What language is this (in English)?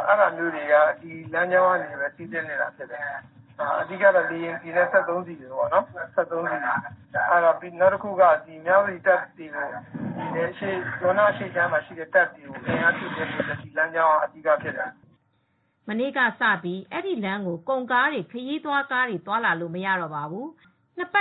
Burmese